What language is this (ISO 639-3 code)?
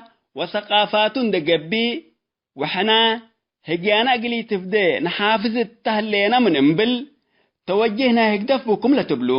tig